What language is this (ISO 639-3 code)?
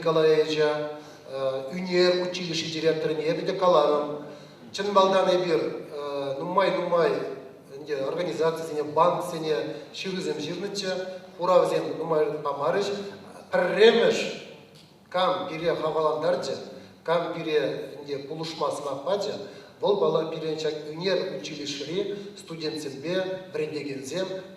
chv